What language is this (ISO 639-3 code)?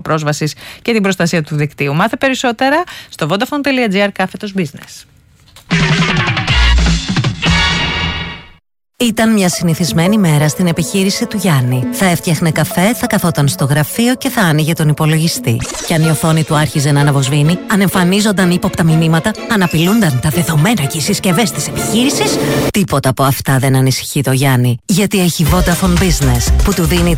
ell